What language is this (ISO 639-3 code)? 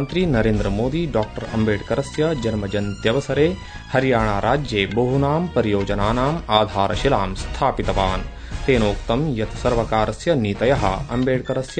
san